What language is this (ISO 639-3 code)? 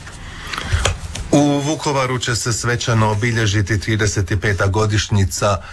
hrv